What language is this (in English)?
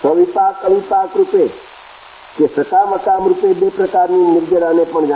Gujarati